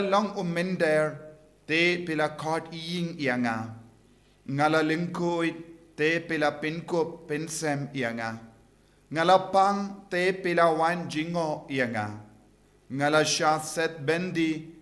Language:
Khasi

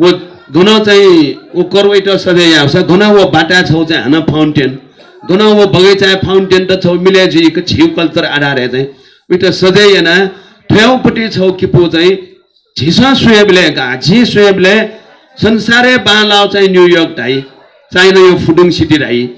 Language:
Newari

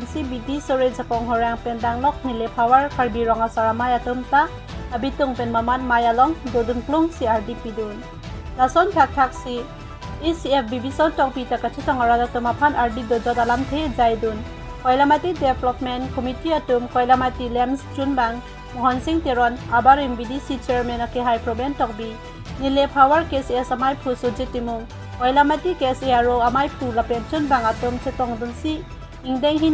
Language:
Karbi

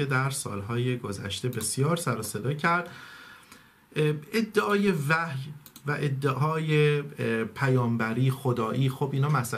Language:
Persian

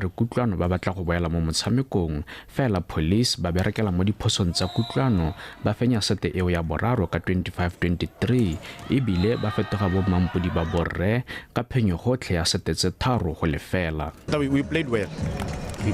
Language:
Tswana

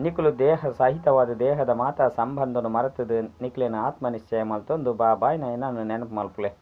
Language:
Tulu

